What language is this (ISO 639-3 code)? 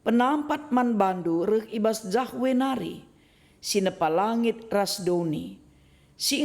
btx